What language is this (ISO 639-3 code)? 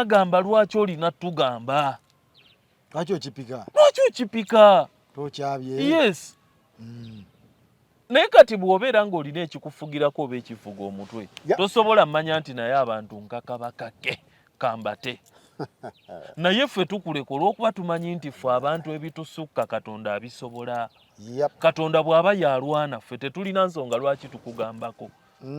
lug